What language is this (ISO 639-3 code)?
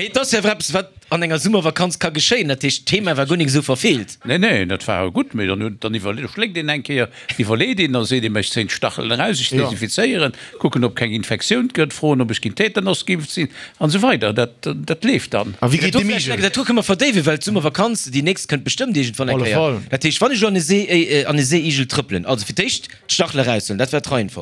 ltz